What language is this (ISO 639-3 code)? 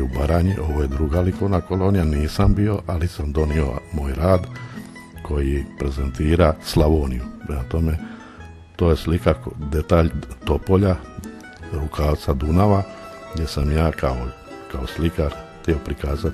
hrv